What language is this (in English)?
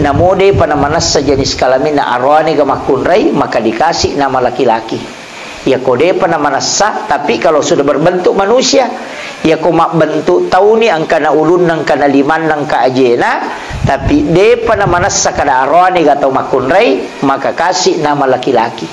Buginese